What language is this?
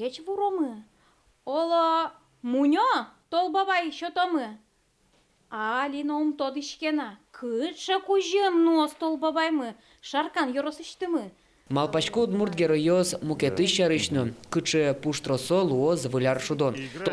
Udmurt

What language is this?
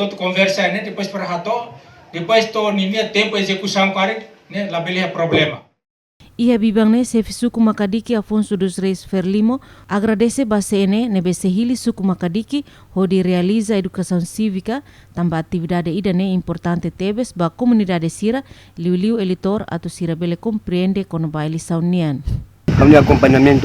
Tetum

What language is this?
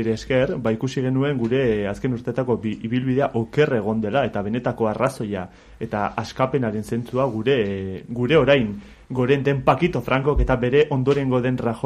Basque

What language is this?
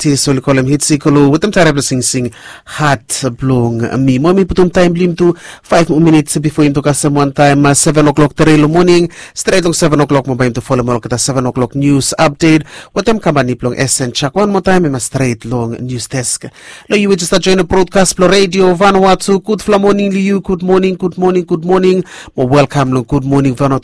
Bislama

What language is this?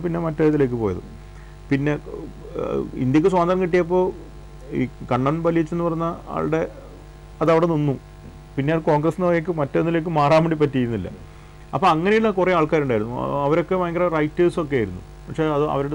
Malayalam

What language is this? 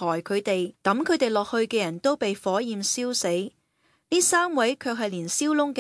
Cantonese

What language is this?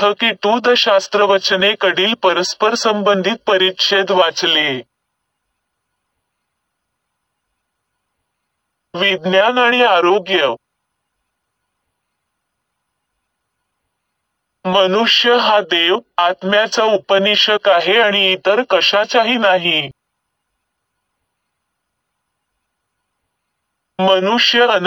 Marathi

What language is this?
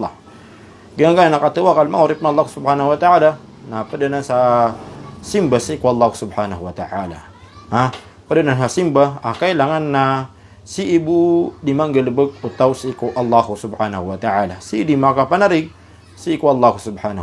Maranao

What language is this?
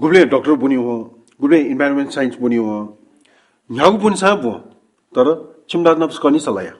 Newari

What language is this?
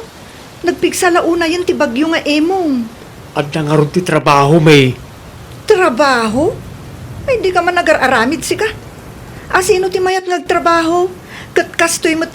Iloko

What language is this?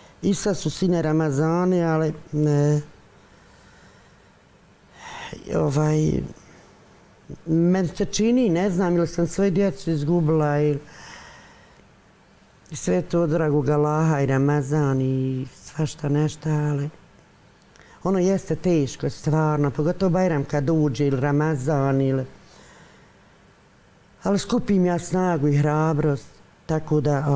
Bosnian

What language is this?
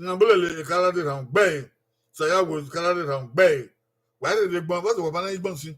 Bini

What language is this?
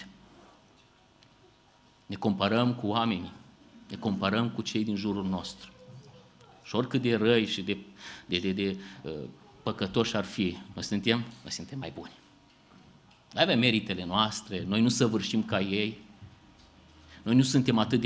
Romanian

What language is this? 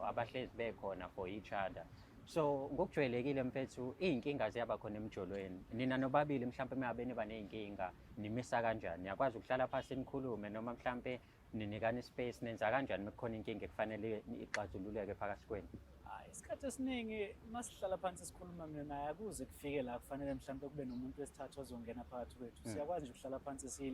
Zulu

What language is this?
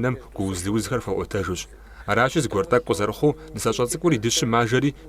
Kabardian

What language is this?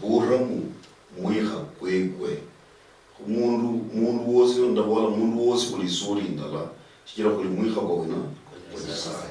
Luyia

